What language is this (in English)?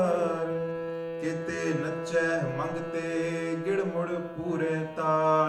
Punjabi